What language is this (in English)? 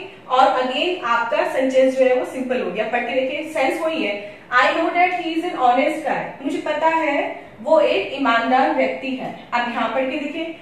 Hindi